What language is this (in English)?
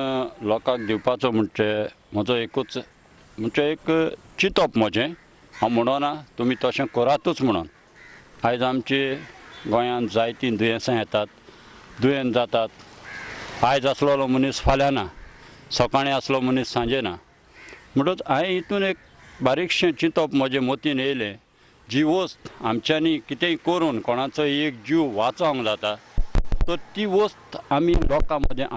Konkani